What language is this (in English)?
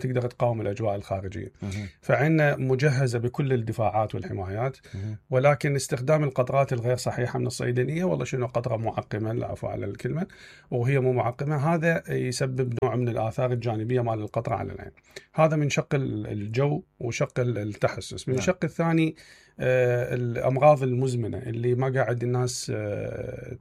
Mesopotamian Arabic